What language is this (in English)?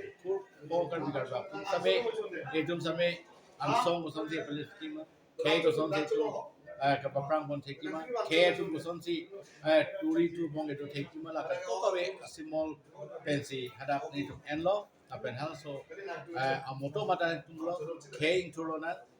Karbi